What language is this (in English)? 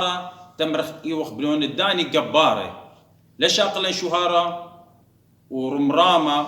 Assyrian Neo-Aramaic